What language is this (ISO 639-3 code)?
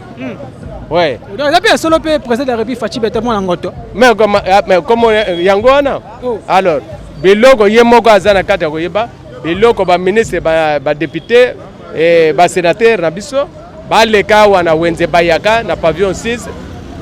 lin